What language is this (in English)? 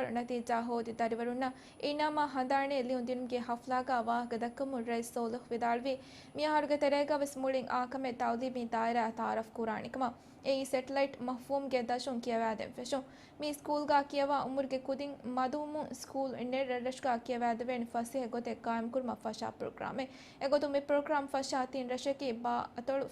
Divehi